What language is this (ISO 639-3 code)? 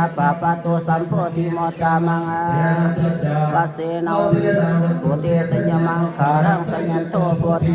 pli